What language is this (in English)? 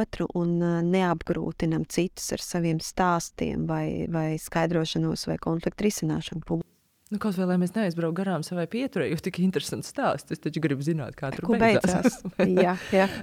Latvian